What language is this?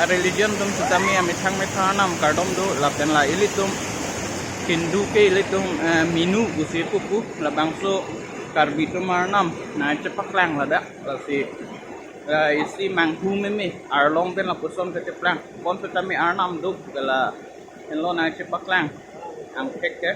Karbi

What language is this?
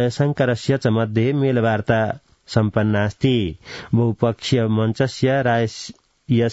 Sanskrit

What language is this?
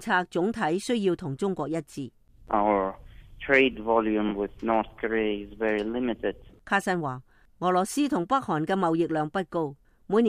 Cantonese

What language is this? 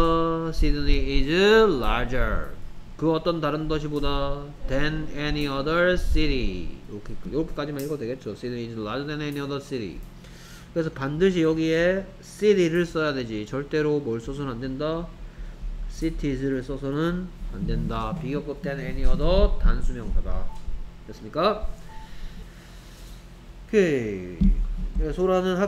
Korean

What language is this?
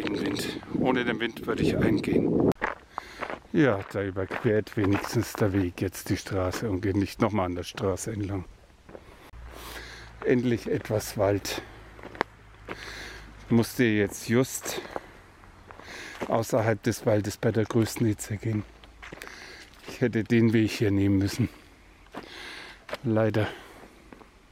German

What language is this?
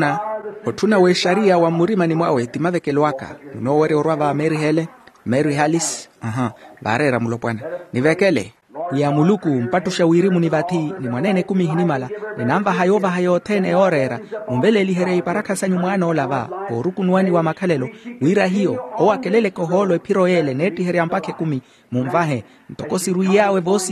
Makhuwa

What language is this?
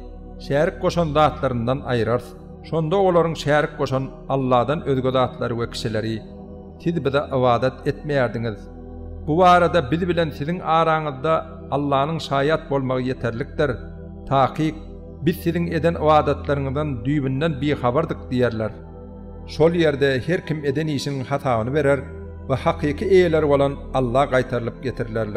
Turkmen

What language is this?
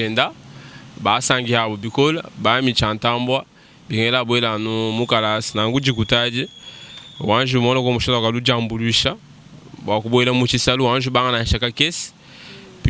Luba-Lulua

